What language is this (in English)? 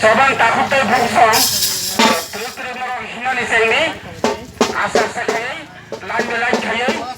Kok Borok